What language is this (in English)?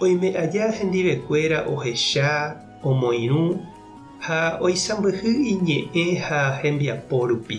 Guarani